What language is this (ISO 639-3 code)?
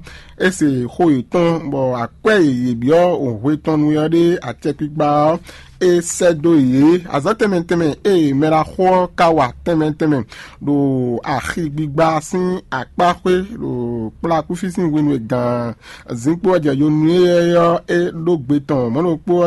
fon